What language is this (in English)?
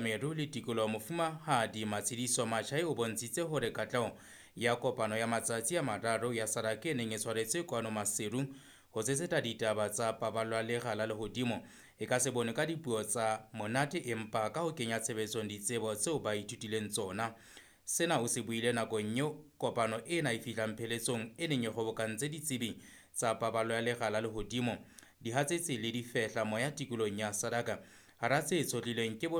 Southern Sotho